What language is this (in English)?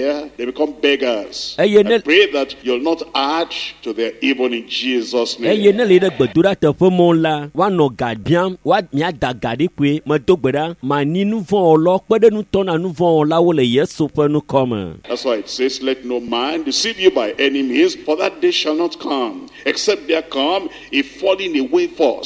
Ewe